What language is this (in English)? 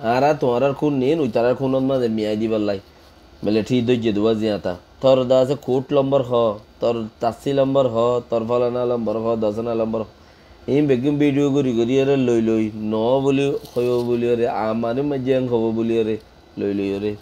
Rohingya